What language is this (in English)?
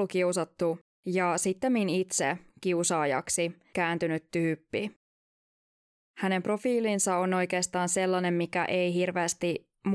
Finnish